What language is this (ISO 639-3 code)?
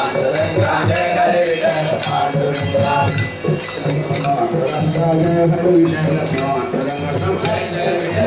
tam